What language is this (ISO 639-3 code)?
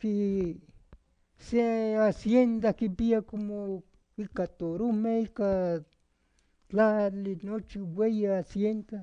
nhe